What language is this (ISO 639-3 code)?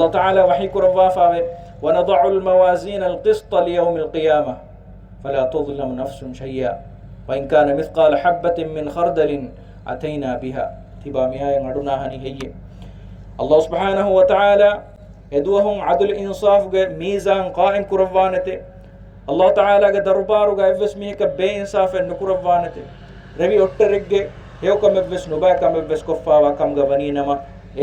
div